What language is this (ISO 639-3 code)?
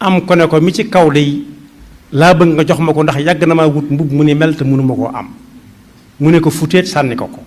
wol